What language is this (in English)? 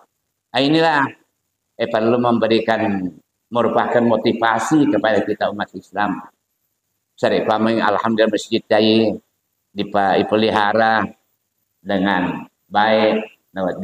Buginese